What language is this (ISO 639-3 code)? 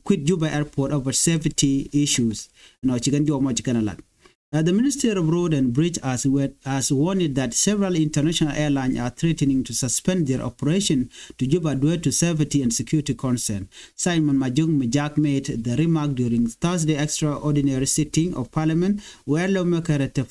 nus